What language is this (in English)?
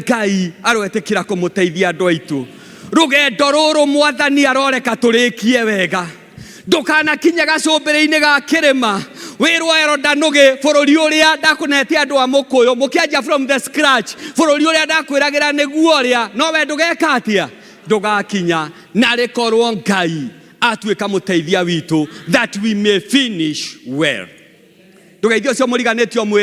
Kikuyu